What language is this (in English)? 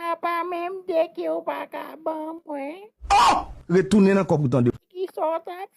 Haitian Creole